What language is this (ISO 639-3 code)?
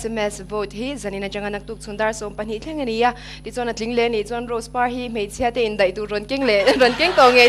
lus